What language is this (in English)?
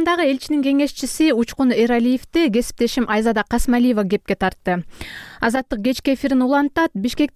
Kyrgyz